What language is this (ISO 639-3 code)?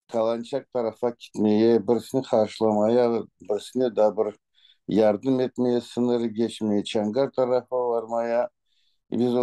crh